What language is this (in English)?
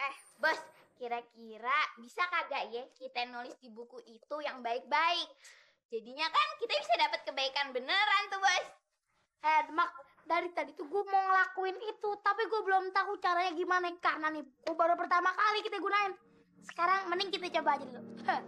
Betawi